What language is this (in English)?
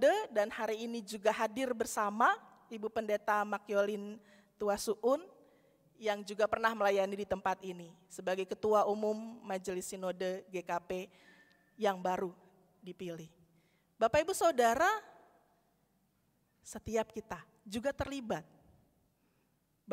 Indonesian